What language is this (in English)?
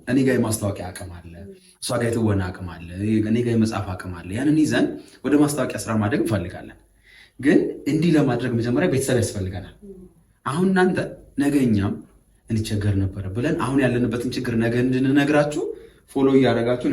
Amharic